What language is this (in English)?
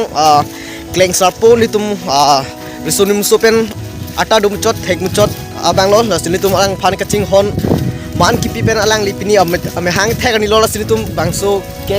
Karbi